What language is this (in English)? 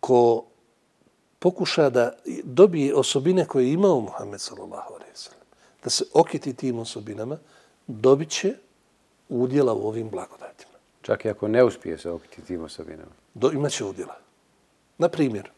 Bosnian